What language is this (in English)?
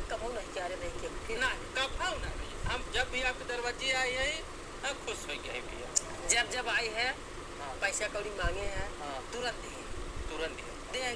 Awadhi